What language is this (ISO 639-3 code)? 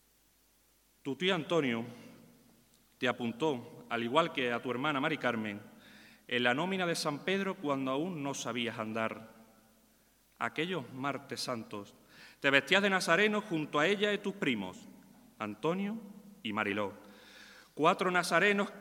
spa